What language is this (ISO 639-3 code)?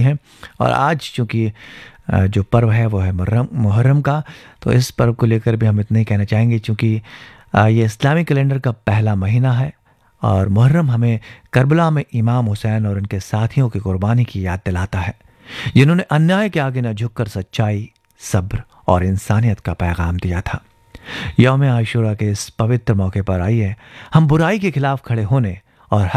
hin